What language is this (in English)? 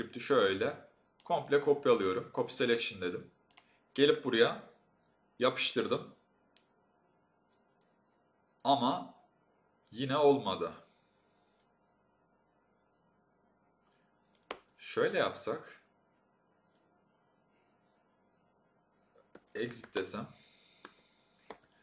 Turkish